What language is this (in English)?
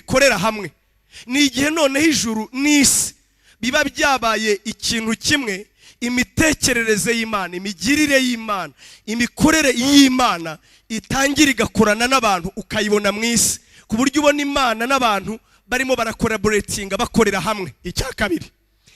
Kinyarwanda